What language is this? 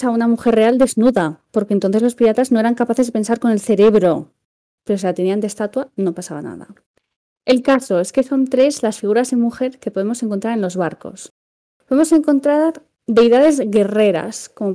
Spanish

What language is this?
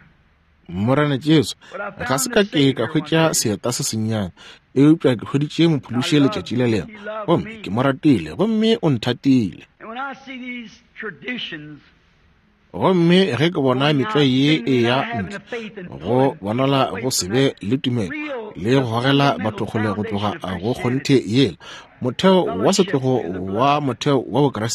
Northern Sotho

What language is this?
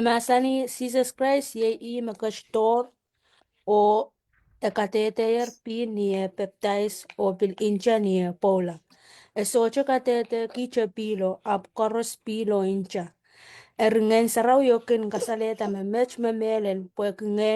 Pohnpeian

